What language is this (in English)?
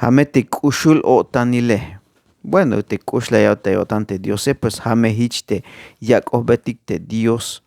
Tzeltal